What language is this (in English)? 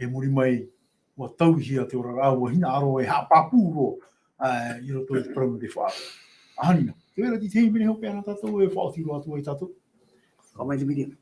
Tahitian